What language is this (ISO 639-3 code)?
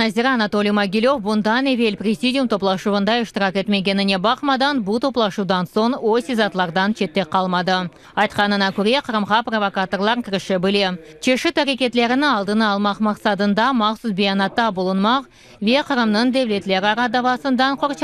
crh